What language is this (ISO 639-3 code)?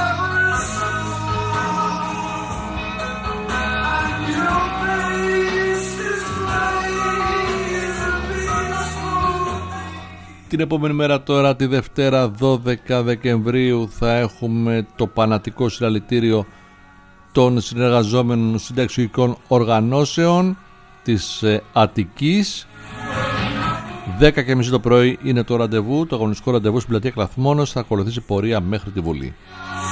ell